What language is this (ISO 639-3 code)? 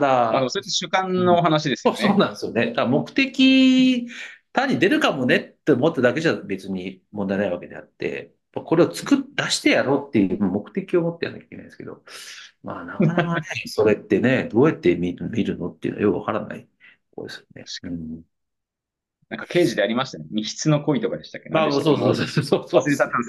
jpn